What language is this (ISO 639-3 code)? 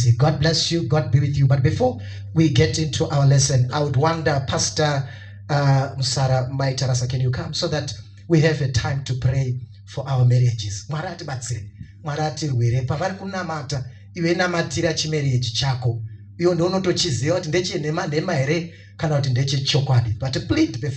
sna